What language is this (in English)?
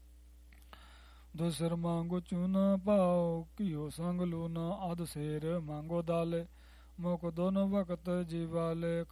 Punjabi